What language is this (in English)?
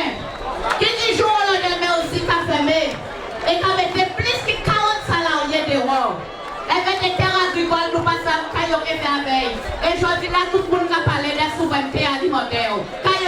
Guadeloupean Creole French